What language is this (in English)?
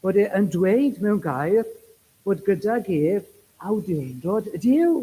Welsh